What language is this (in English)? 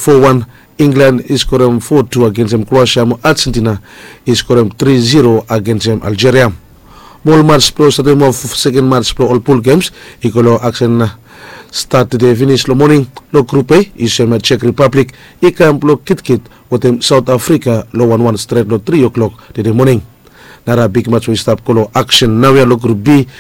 Bislama